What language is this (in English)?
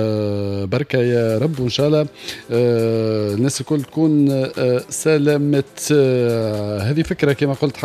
Tunisian Arabic